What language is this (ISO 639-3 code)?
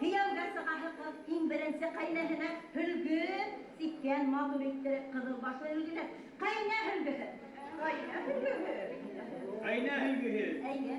bak